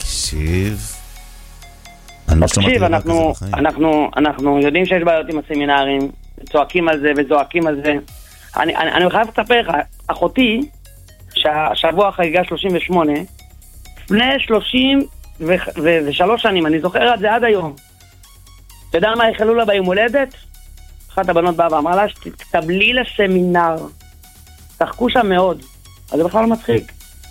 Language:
Hebrew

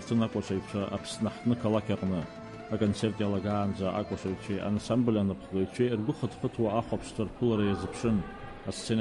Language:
Abkhazian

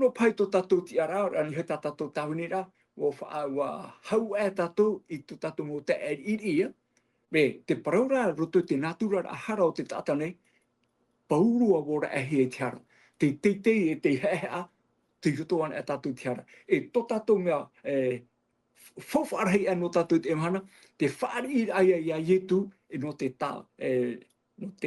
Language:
Tahitian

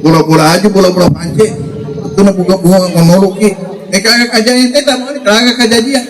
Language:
Buginese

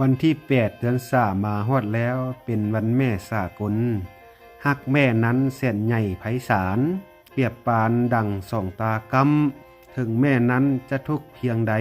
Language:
Lao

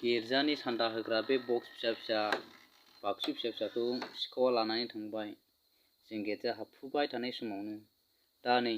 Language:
Bodo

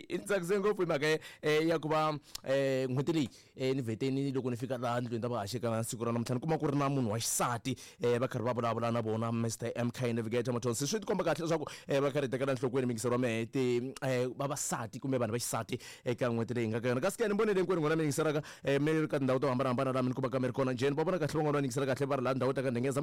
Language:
Tsonga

